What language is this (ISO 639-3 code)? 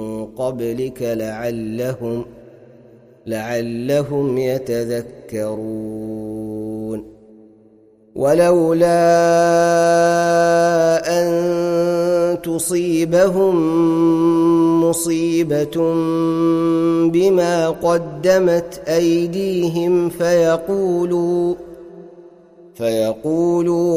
ara